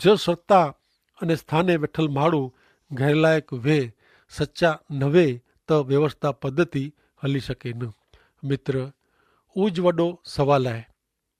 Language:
Kachhi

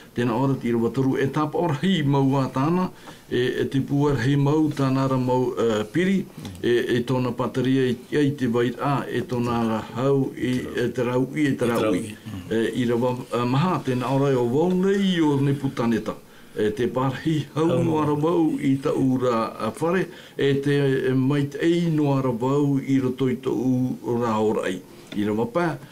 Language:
Tahitian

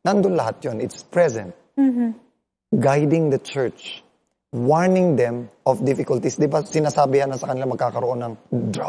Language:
Filipino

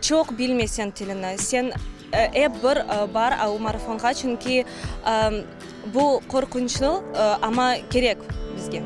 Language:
Crimean Tatar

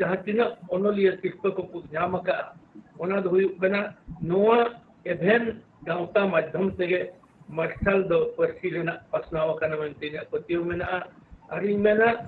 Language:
Santali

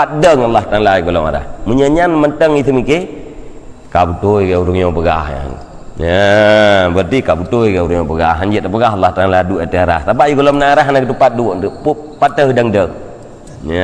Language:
Achinese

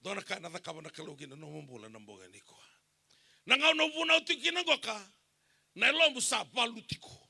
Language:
Fijian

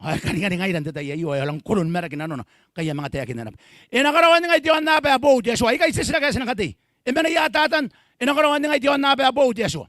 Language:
Gilbertese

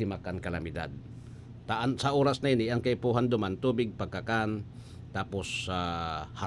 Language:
Bikol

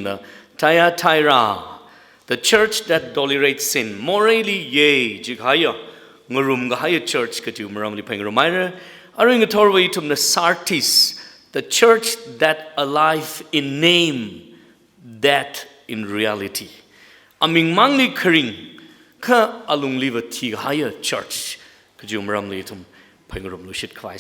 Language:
Tangkhul Naga (India)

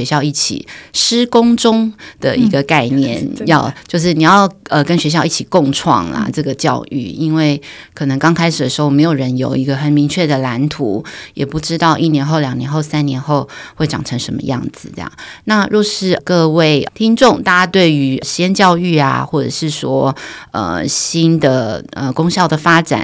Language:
Chinese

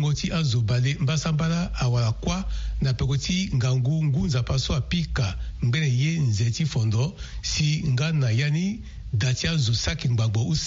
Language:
Sango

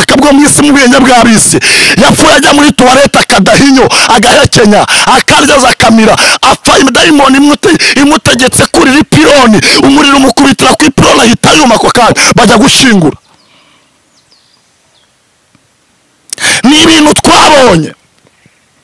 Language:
Kinyarwanda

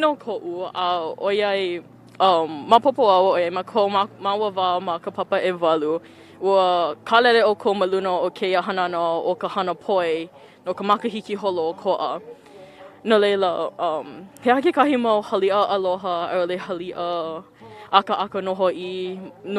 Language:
Hawaiian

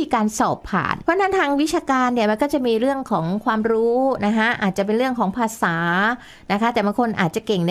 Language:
Thai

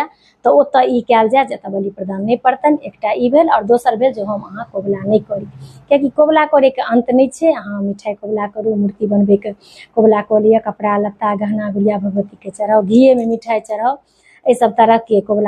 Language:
Maithili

